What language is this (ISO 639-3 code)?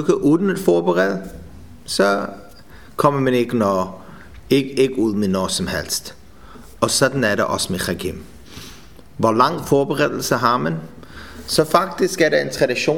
dan